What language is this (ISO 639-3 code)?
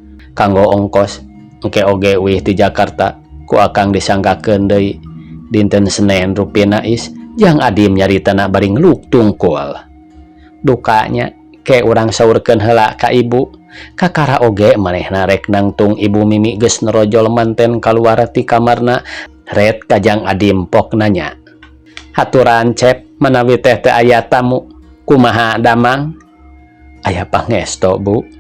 sun